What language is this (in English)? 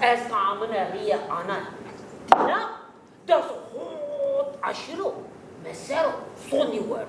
Zaza